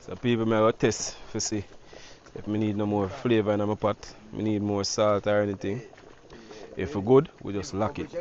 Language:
Jamaican Creole English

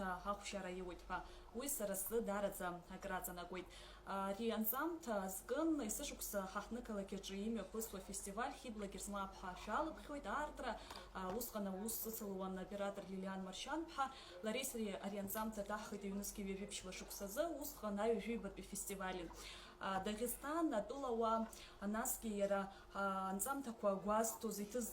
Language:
Abkhazian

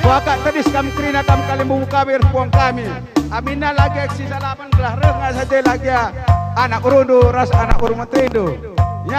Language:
Batak Karo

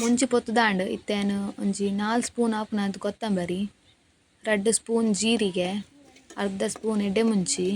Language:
Tulu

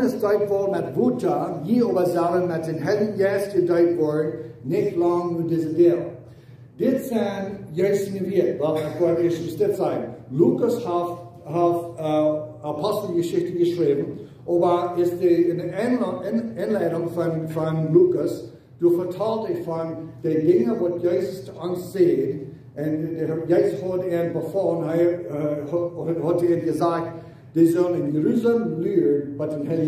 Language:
Plautdietsch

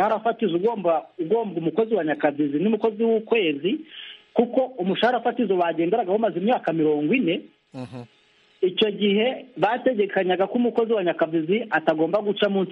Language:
Kinyarwanda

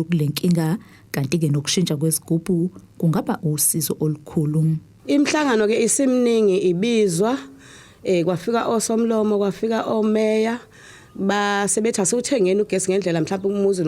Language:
Zulu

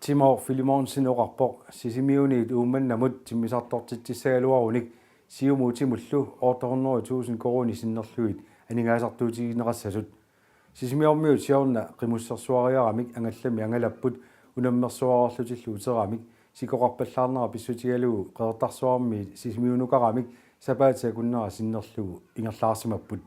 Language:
Kalaallisut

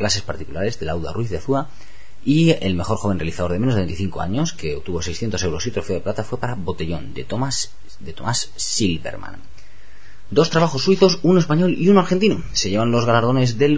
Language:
Spanish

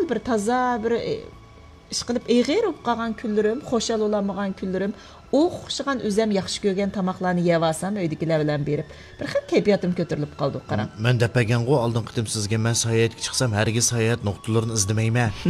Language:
Uyghur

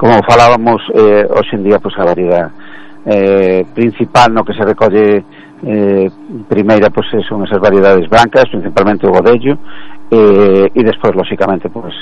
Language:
Galician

